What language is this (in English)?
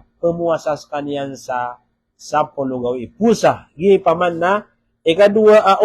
Maranao